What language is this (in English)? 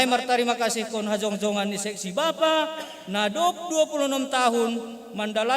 Batak Simalungun